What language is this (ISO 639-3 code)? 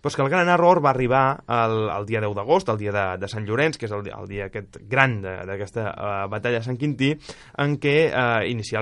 cat